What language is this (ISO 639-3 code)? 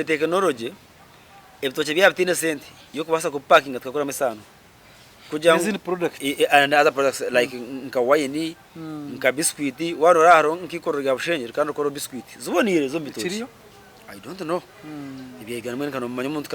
nyn